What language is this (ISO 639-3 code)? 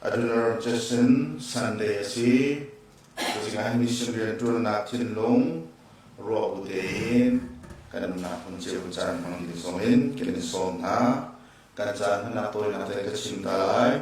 cnh